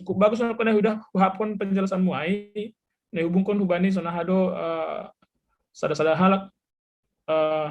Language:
Batak Simalungun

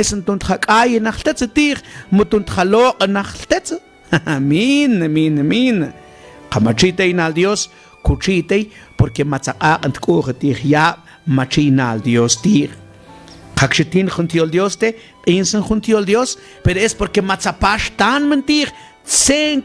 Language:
Mam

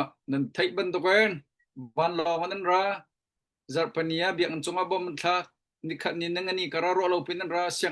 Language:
Hakha Chin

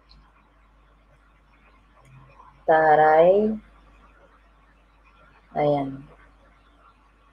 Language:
Filipino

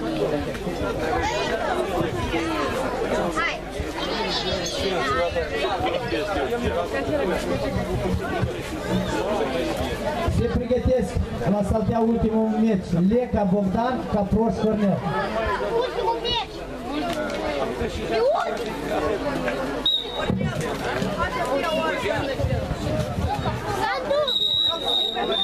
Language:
Romanian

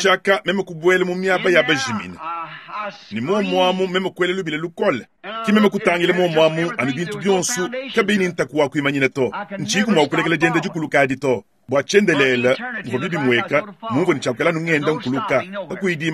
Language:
Luba-Lulua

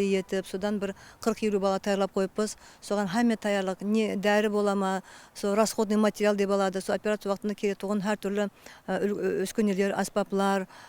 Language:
Kara-Kalpak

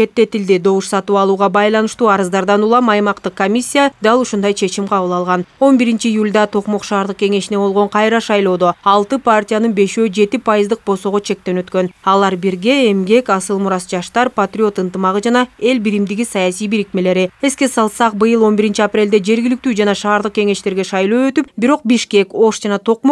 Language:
Kyrgyz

